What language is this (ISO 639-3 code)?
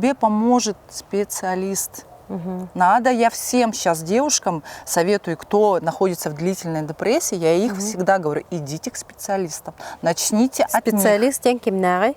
sah